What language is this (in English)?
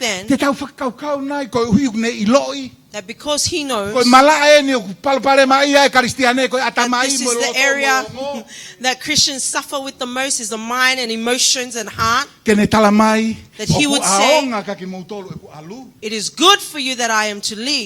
Tongan